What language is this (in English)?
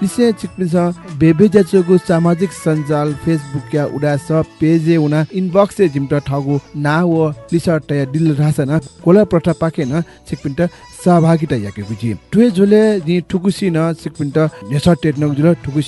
Newari